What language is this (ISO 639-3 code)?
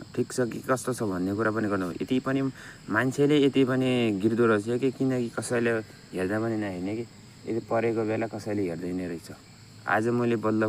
nep